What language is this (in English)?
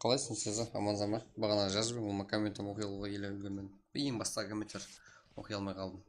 Kara-Kalpak